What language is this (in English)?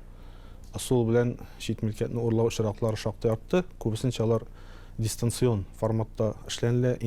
Tatar